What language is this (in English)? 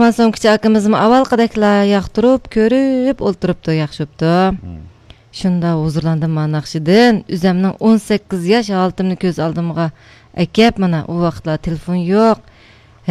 Uyghur